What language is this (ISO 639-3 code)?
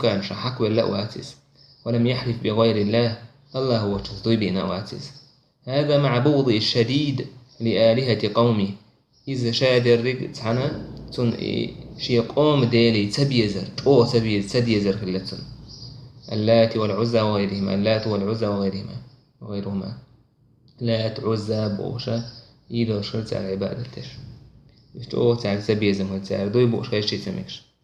che